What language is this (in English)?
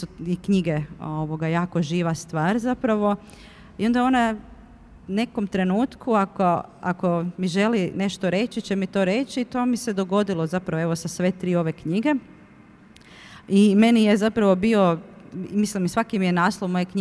Croatian